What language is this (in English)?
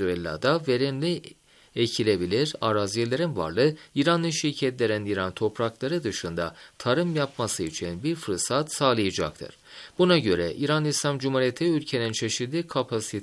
Turkish